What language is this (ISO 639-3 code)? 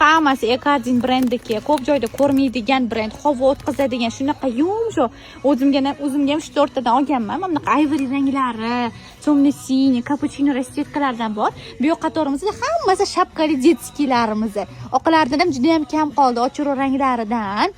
uzb